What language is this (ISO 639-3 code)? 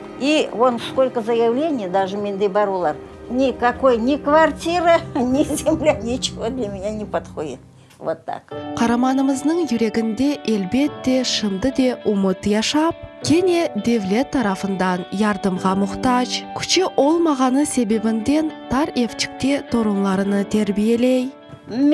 crh